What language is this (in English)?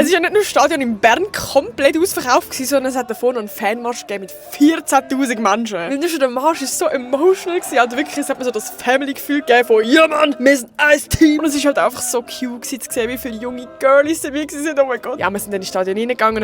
Swiss German